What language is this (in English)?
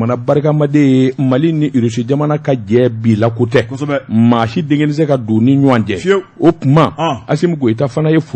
Bambara